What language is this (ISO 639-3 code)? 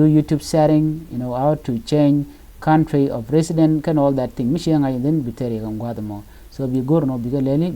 nus